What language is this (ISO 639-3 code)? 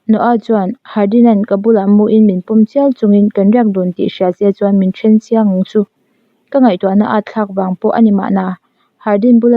lus